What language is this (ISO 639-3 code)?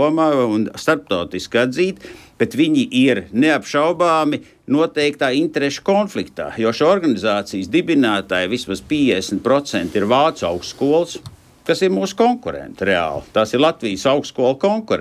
lav